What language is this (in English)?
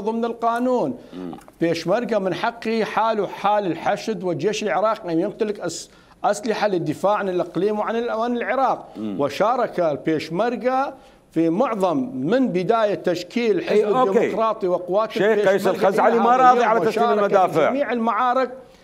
Mesopotamian Arabic